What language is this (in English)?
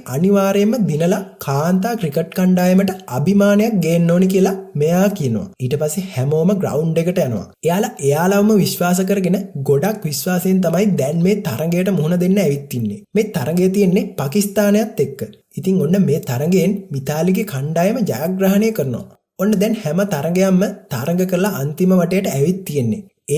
Sinhala